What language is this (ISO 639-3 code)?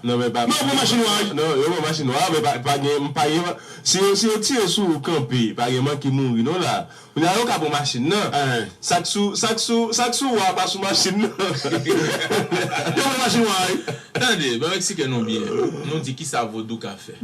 hat